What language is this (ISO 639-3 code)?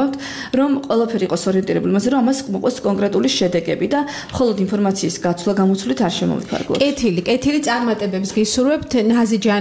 kat